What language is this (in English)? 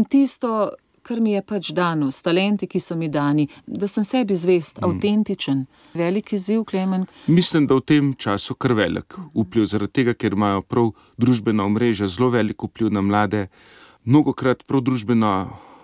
Slovenian